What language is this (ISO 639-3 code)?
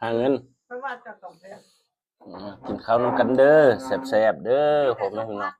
tts